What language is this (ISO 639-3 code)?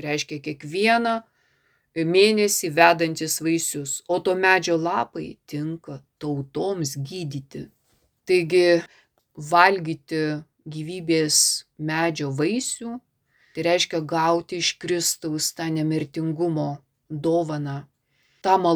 lit